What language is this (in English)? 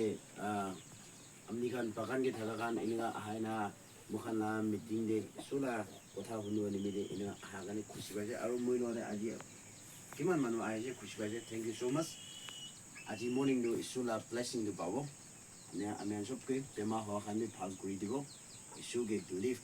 Naga Pidgin